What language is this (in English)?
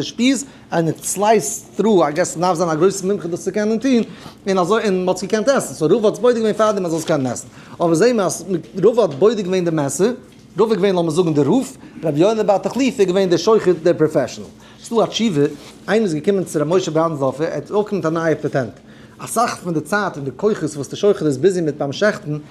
Yiddish